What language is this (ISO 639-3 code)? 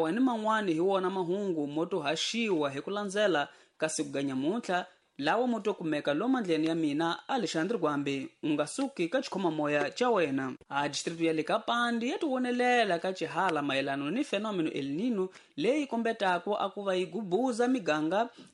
tso